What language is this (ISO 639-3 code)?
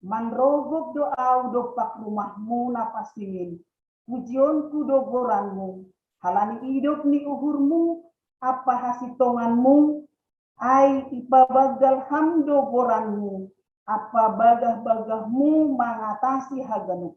bts